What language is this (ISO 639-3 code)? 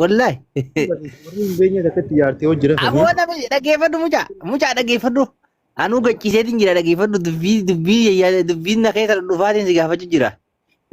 orm